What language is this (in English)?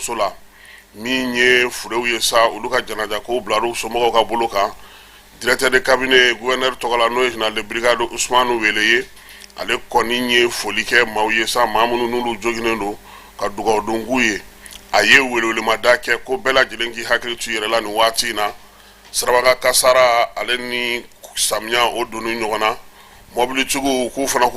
Bambara